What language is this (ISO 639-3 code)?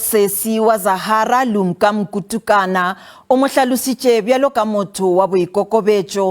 tsn